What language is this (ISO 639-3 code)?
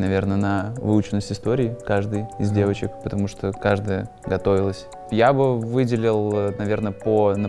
rus